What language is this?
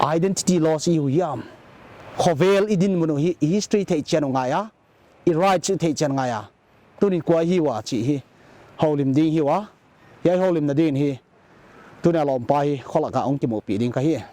Paite Chin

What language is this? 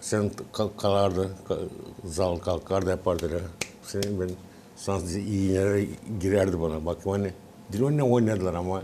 Gagauz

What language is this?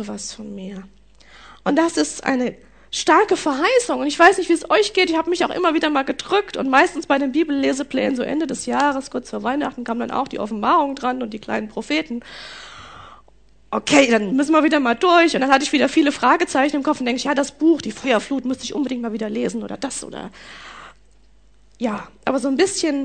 German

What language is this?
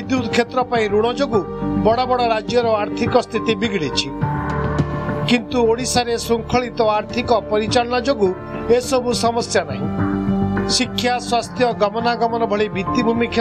Odia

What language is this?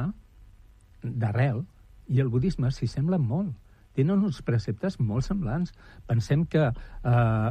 Catalan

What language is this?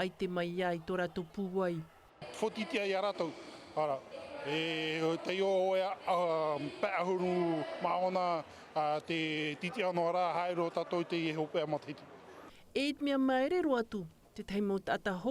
Tahitian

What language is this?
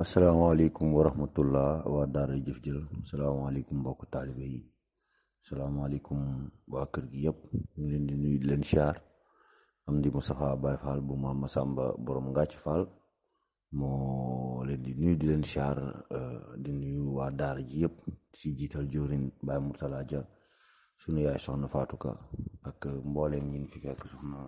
Wolof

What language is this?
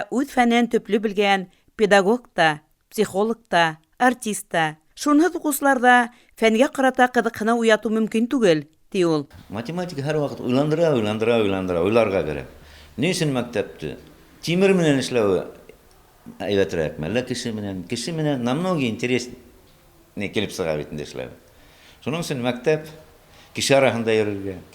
Bashkir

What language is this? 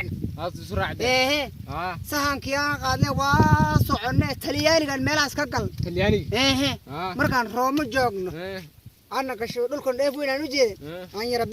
Somali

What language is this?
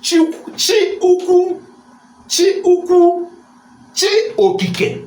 Igbo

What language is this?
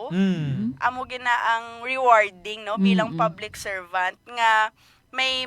Hiligaynon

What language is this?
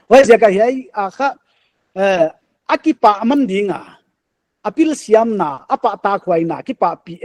Paite Chin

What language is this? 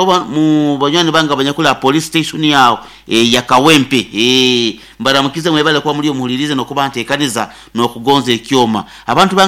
Nyoro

